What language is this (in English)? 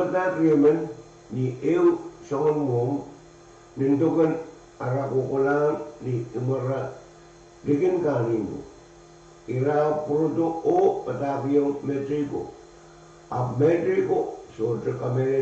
Pohnpeian